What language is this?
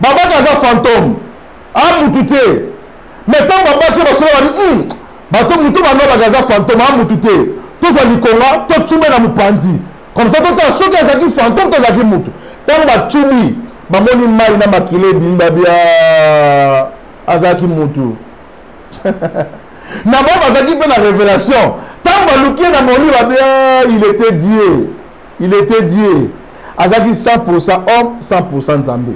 Lingala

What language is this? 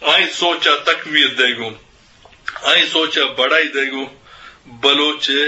Eastern Balochi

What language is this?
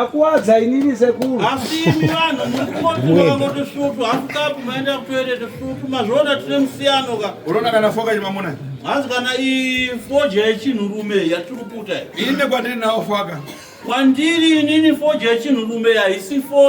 Shona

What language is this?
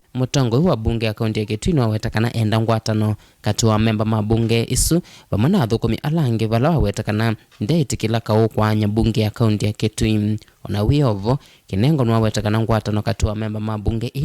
Kamba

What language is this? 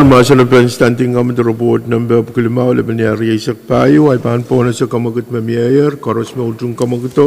Pohnpeian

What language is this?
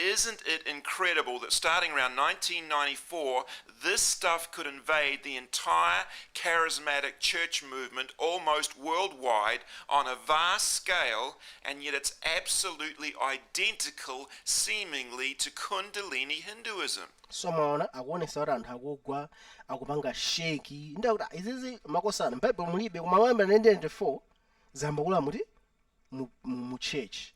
Nyanja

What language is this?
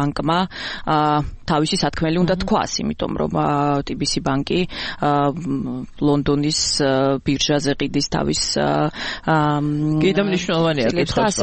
Georgian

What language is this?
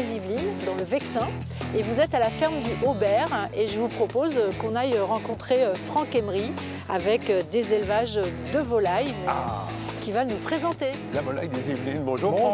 French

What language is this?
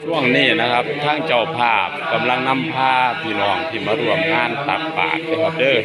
Northeastern Thai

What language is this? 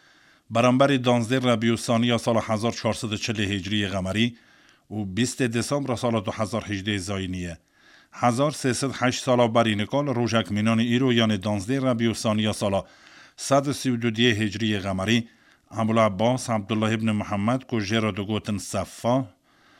Kurdish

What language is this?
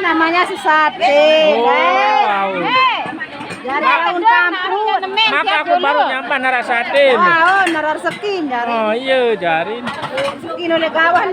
Sasak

